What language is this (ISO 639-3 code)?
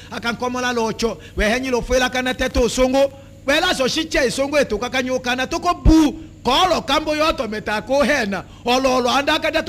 tll